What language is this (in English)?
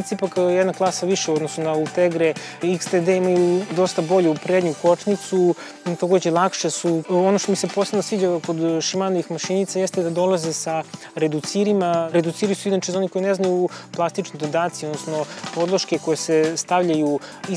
Serbian